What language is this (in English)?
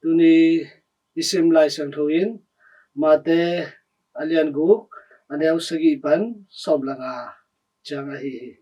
Tedim Chin